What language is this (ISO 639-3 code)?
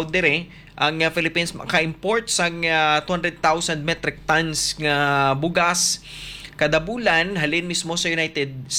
hil